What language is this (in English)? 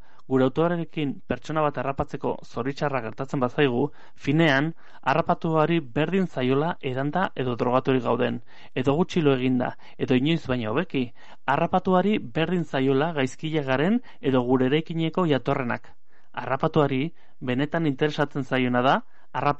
Basque